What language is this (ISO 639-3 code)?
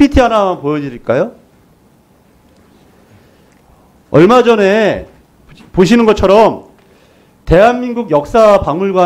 kor